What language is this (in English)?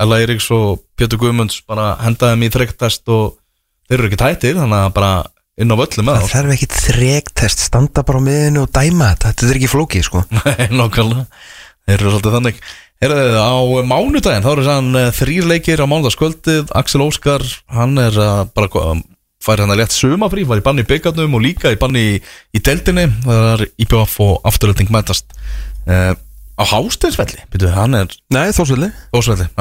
Icelandic